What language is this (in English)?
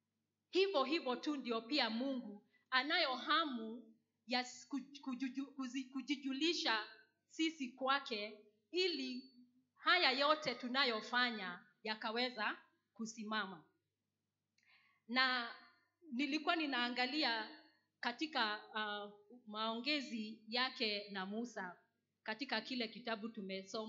Swahili